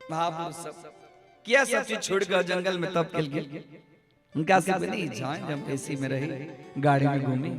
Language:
Maithili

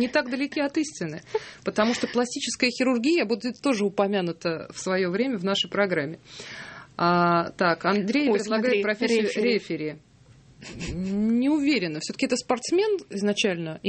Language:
Russian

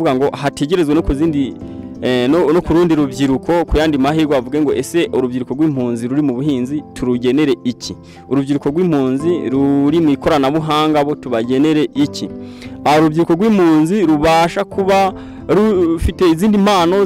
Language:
Kinyarwanda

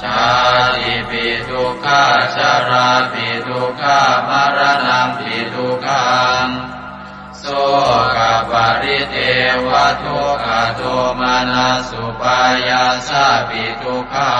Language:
Pali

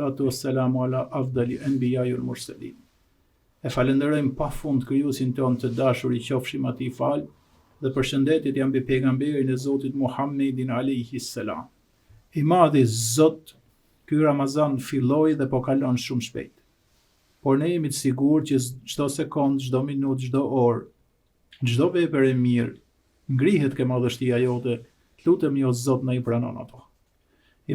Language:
Albanian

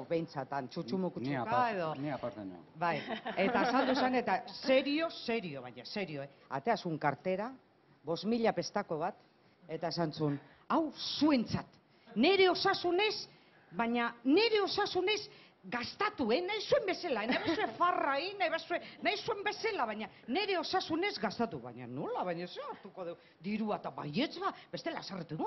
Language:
Basque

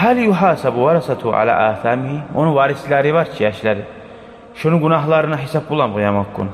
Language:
Kumyk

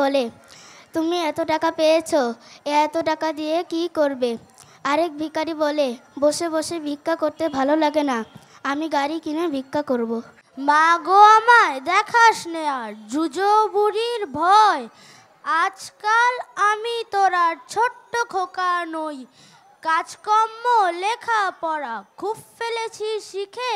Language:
Bangla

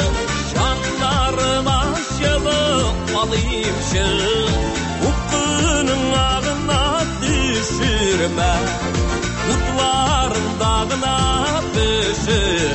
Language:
Tatar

